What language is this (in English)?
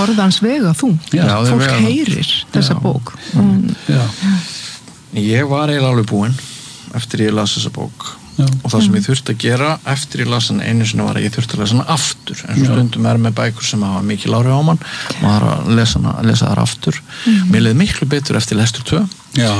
Icelandic